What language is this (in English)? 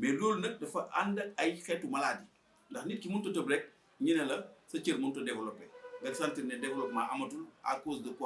Wolof